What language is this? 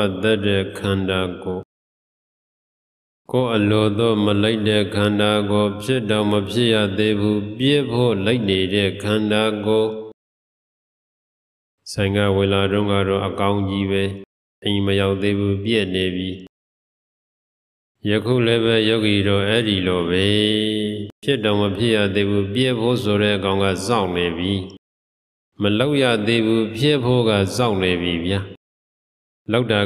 Burmese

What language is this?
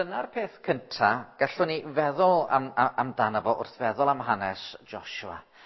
Welsh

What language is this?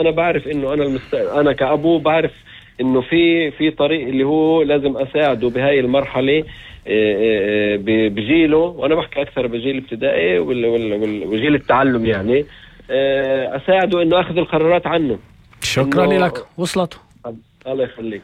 North Levantine Arabic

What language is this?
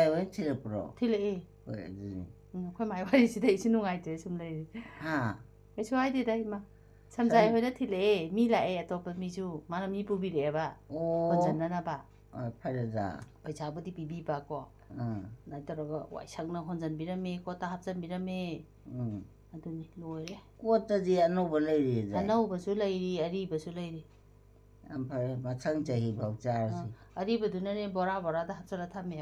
Manipuri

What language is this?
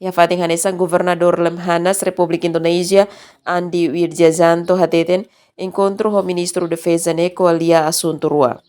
Tetum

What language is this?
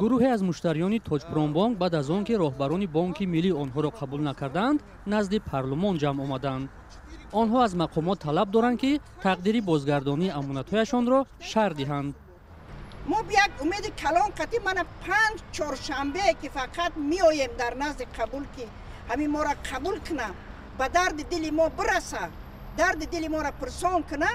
Tajik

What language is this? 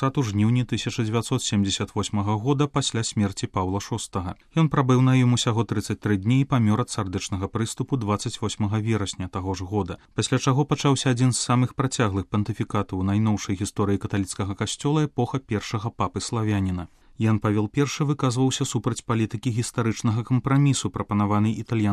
Belarusian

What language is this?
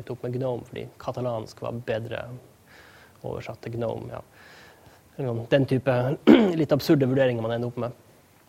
Norwegian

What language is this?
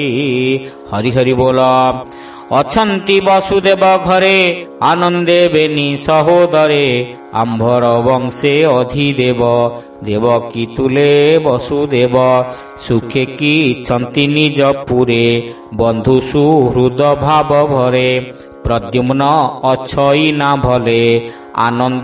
Odia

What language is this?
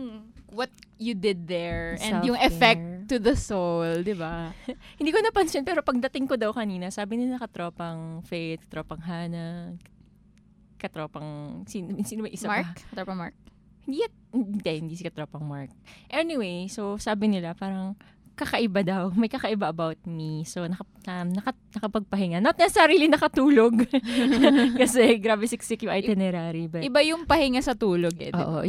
Filipino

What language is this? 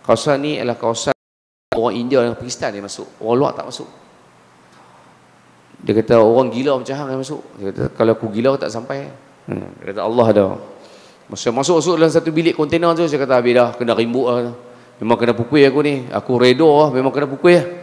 Malay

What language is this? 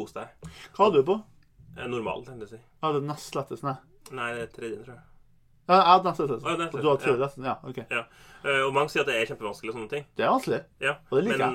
Norwegian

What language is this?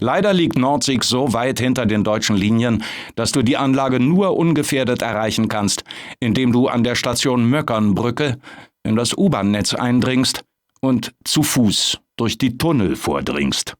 Bavarian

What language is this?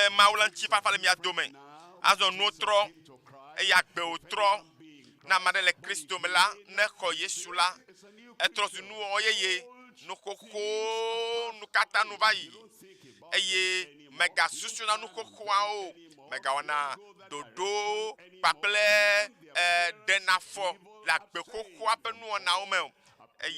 Ewe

